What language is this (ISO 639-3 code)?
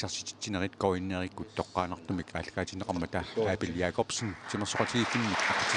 kal